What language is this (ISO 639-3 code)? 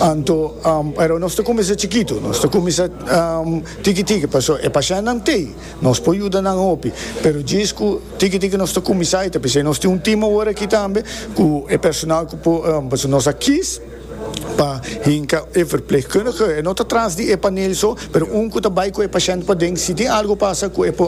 pap